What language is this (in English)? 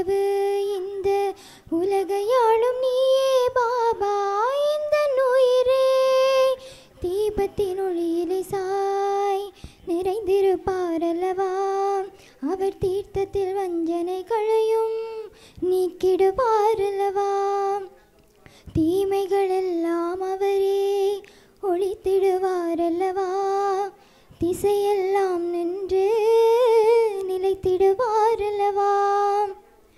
Tamil